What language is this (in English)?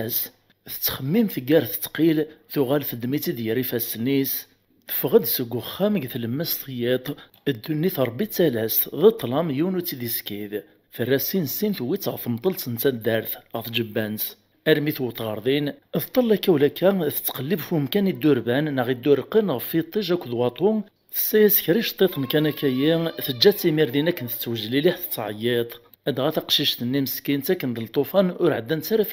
Kabyle